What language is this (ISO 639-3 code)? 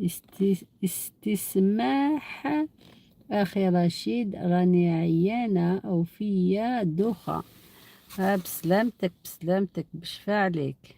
arq